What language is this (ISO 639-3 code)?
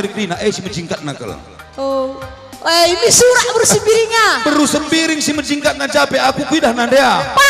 btx